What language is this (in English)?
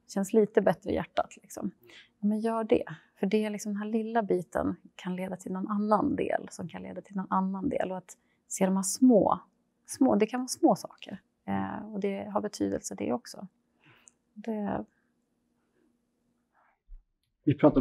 Swedish